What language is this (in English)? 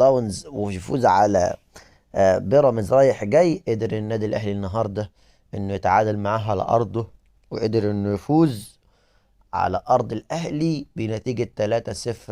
Egyptian Arabic